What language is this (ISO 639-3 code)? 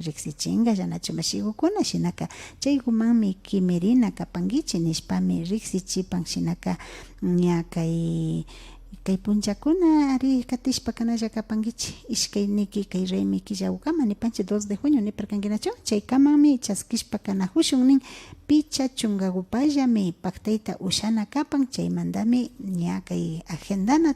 qvi